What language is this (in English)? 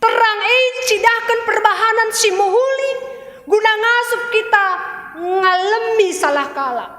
Batak Karo